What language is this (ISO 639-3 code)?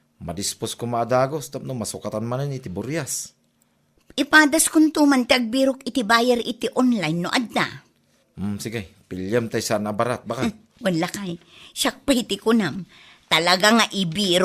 ilo